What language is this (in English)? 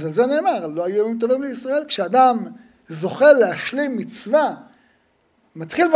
Hebrew